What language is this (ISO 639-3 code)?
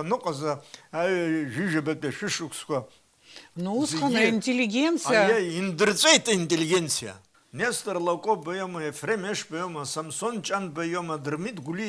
abk